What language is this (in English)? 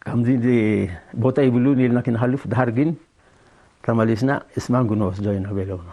Tigre